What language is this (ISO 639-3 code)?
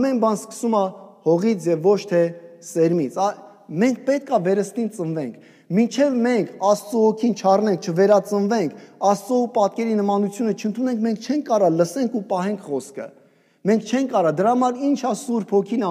hye